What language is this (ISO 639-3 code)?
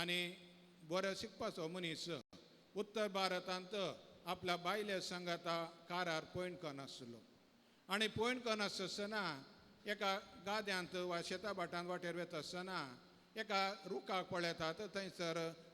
kok